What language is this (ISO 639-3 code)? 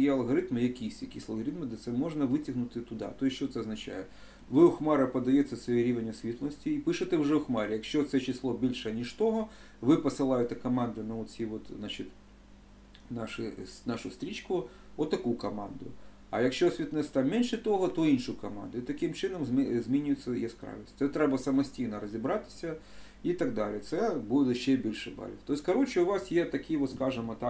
ukr